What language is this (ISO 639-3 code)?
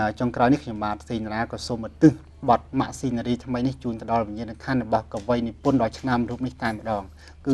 khm